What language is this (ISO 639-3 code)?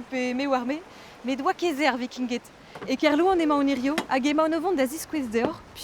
bre